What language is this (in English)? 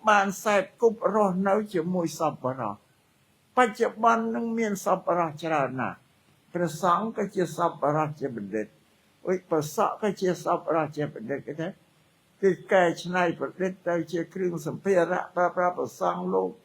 Khmer